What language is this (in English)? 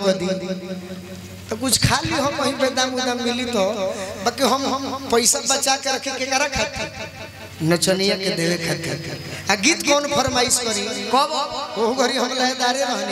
Bhojpuri